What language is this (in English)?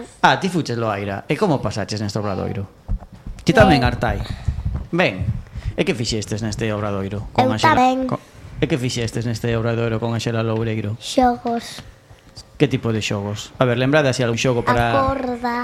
Galician